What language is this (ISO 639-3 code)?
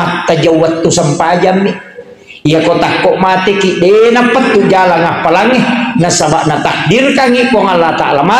bug